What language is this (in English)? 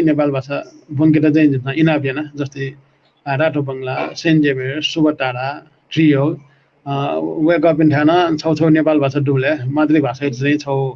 Newari